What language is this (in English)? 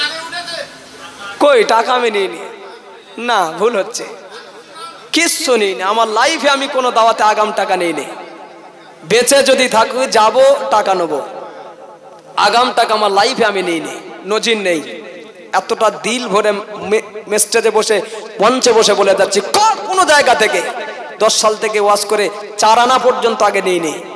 Bangla